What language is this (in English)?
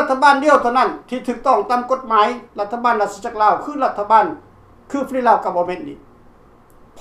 Lao